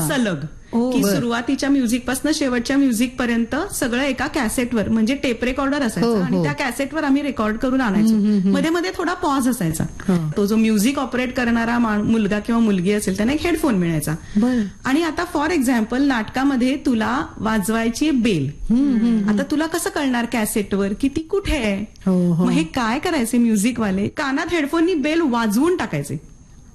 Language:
Marathi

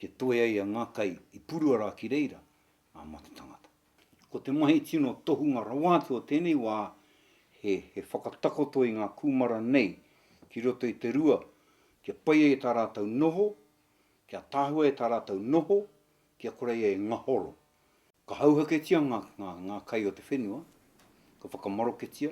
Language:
Māori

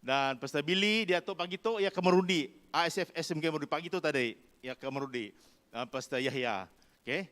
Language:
Iban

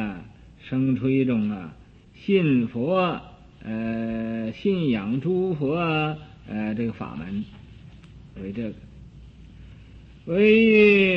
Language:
Chinese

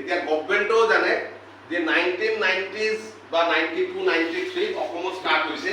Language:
Assamese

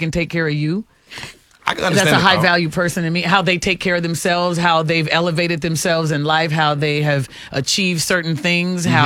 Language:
English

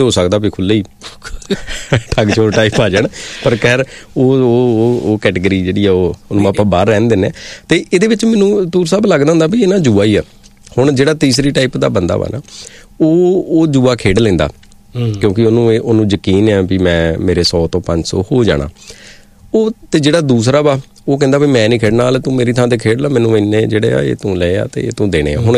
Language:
Punjabi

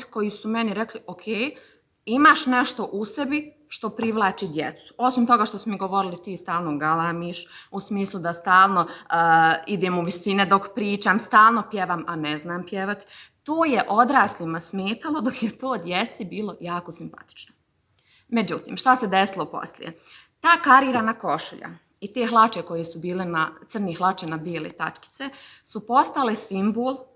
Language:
Bosnian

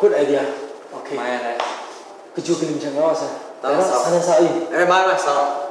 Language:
Kachin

